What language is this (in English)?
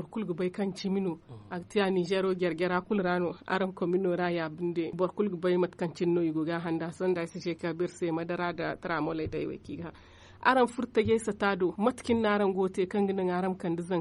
Zarma